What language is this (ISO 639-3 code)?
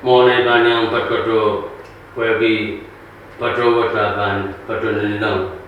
pon